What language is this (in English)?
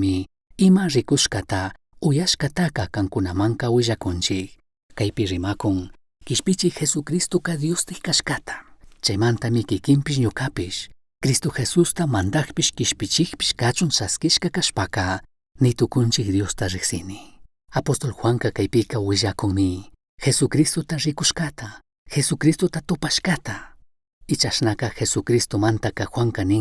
Chimborazo Highland Quichua